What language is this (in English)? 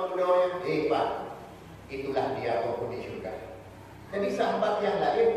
Achinese